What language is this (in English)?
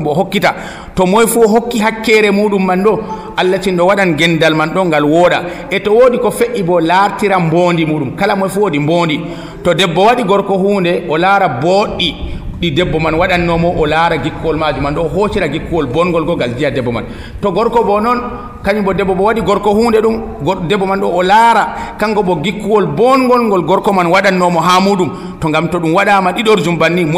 Nigerian Fulfulde